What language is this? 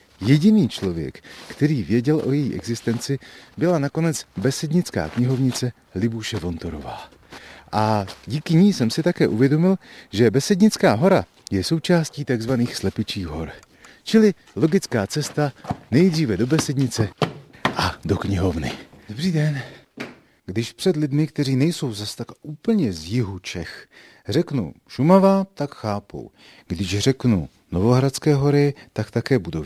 Czech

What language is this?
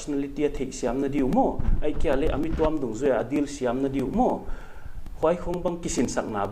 Paite Chin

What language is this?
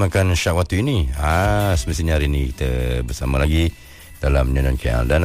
Malay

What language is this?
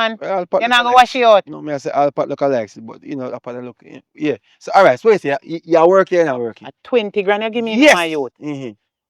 Jamaican Creole English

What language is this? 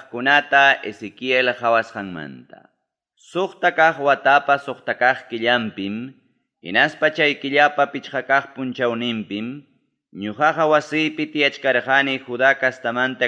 Ayacucho Quechua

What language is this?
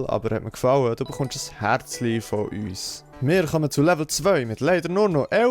Swiss German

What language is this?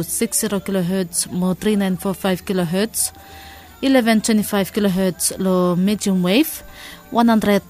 Bislama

